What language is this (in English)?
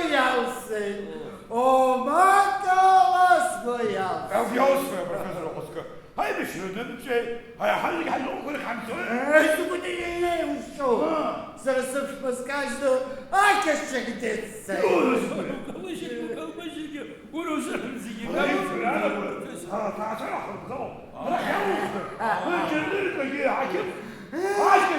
Abkhazian